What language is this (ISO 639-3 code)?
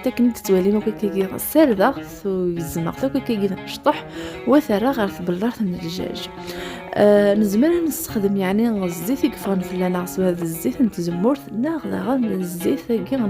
kab